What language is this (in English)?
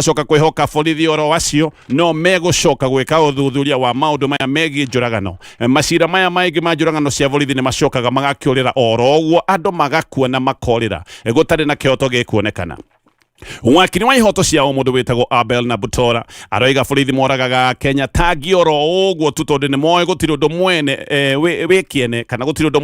Kikuyu